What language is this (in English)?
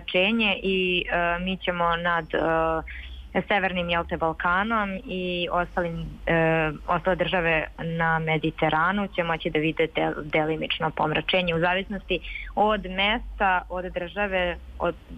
Serbian